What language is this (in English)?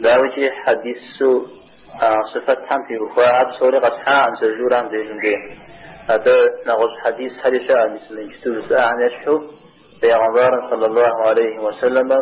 Kabardian